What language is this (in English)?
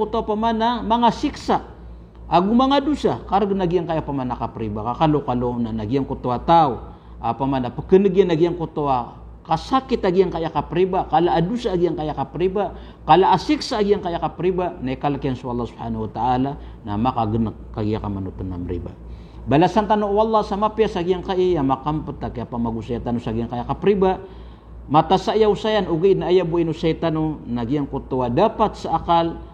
Maranao